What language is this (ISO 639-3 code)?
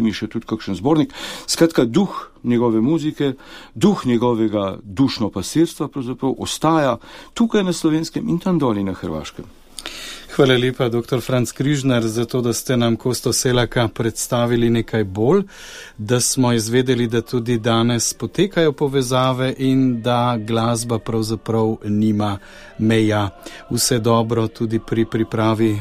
slv